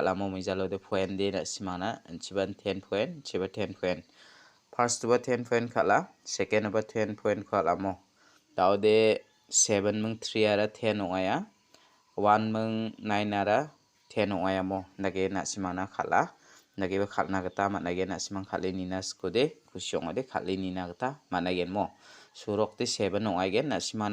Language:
Garo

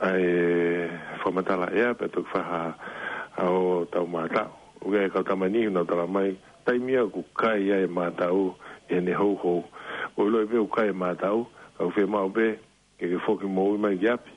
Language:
Tongan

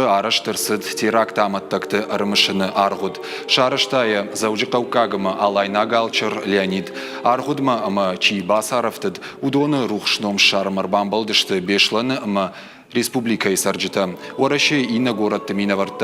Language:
Ossetic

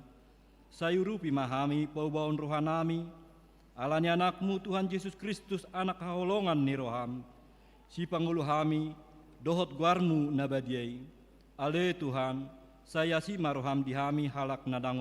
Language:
Batak Toba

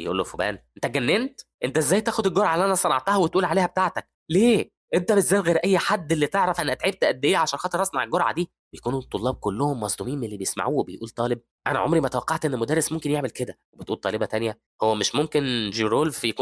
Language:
Egyptian Arabic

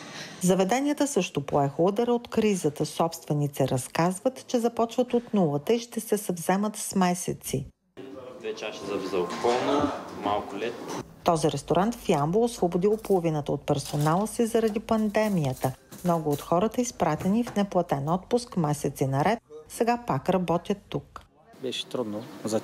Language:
Bulgarian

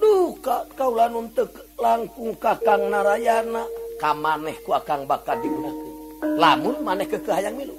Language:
Sundanese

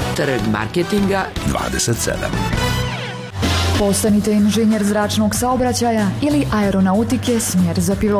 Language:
Bosnian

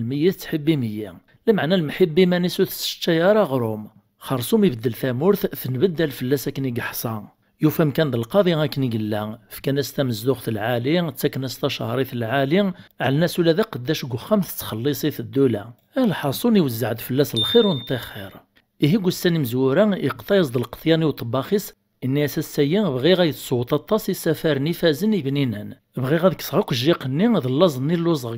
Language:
Kabyle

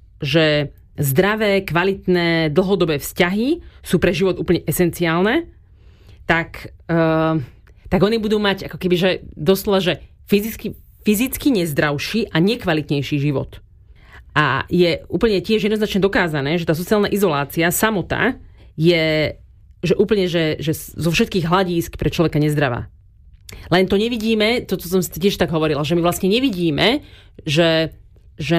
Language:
Slovak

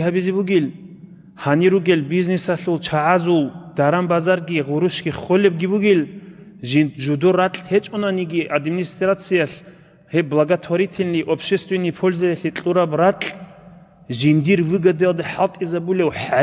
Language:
Avaric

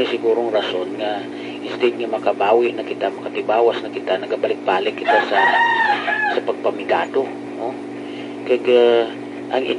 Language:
Hiligaynon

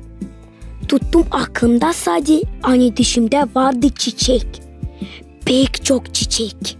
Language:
Gagauz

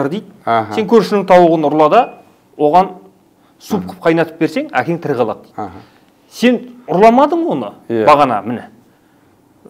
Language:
Kazakh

